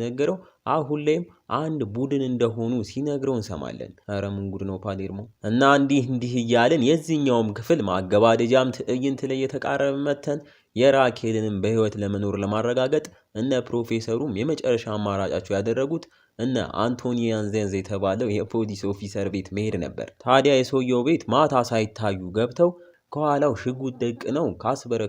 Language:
Amharic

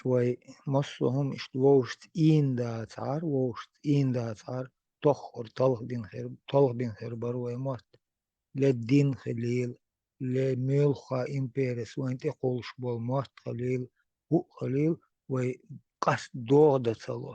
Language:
Chechen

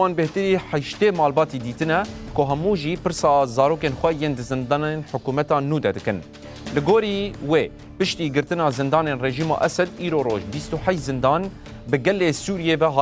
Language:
Kurdish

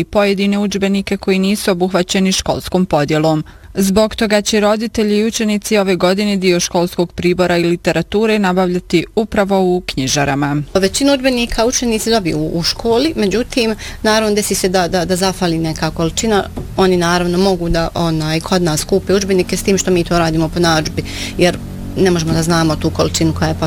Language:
Bosnian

